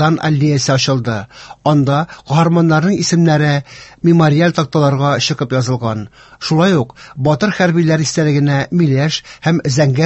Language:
Tatar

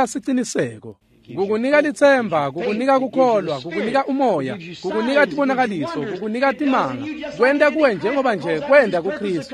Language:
Swati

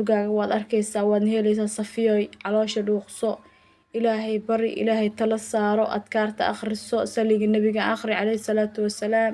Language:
Somali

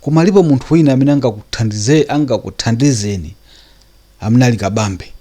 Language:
Nyanja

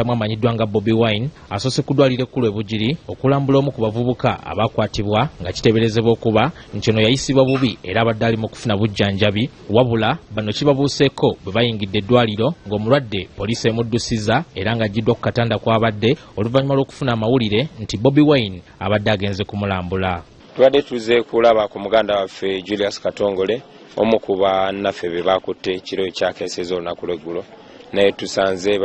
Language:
Ganda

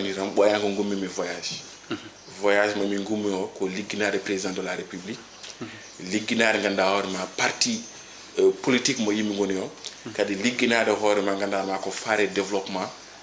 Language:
Fula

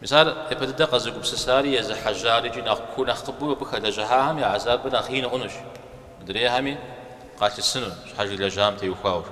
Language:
Kabardian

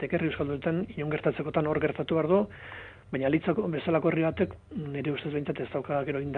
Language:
Basque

